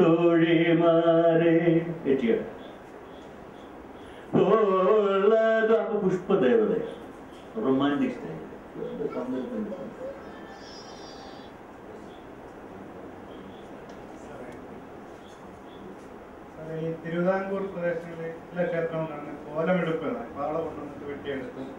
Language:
Malayalam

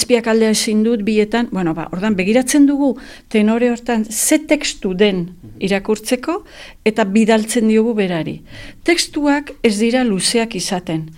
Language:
Basque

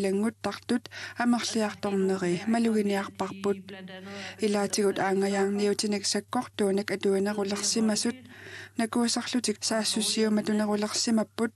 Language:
Kalaallisut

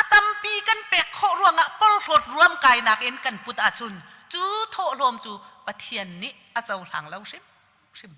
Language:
Hakha Chin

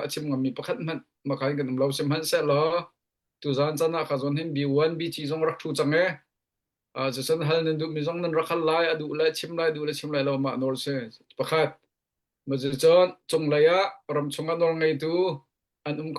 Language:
Hakha Chin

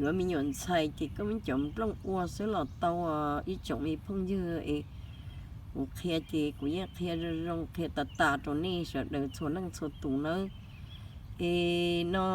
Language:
Hmong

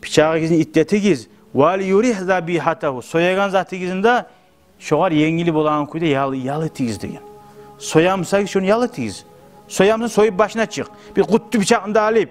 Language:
Kumyk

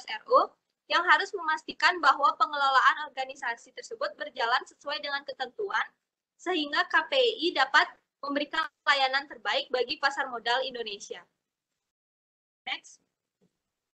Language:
Indonesian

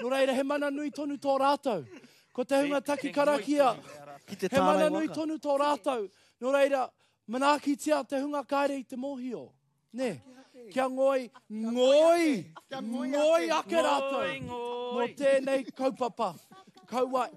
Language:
Māori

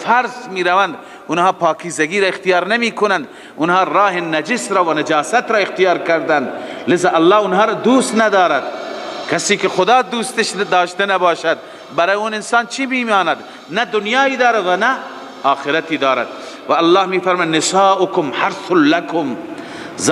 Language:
Persian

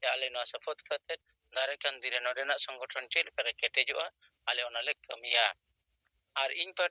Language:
Santali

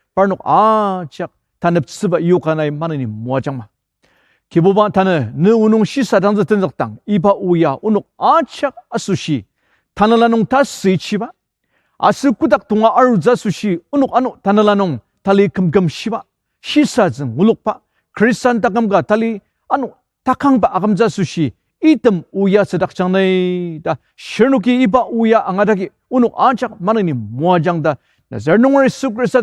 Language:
Ao Naga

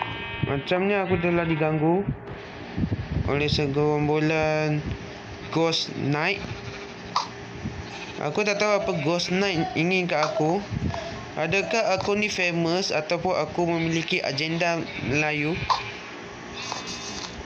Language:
Malay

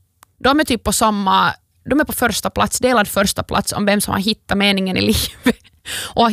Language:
Swedish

